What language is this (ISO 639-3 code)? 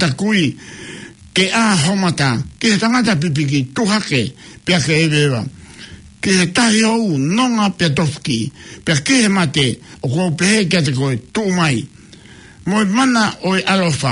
ton